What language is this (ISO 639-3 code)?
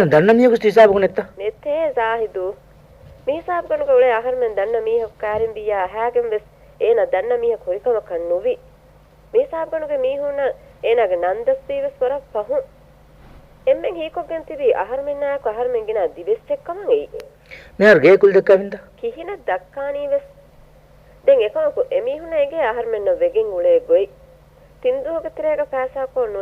div